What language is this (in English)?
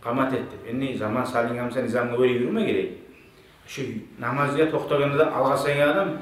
Kumyk